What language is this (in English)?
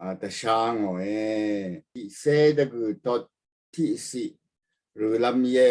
Rawang